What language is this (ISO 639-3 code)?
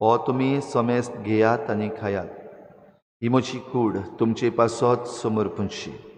kok